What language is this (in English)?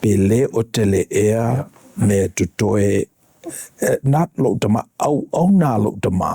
Samoan